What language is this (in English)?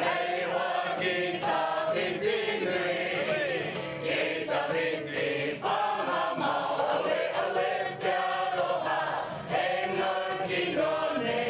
Māori